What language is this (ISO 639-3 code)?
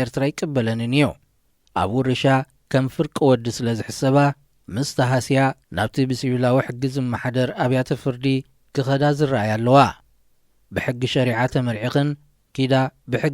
tir